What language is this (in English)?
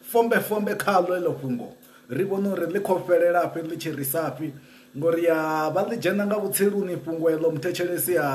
Venda